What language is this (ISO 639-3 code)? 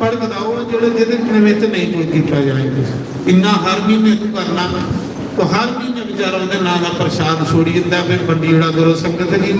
doi